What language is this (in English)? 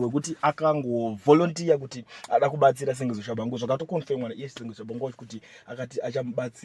Shona